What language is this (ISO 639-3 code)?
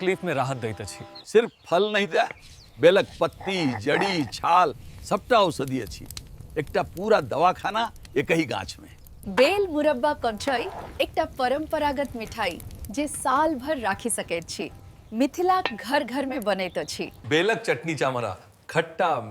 mai